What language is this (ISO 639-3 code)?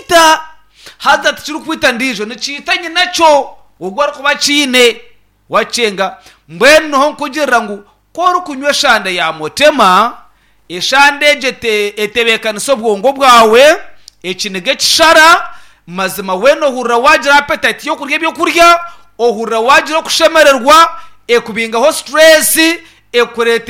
nyn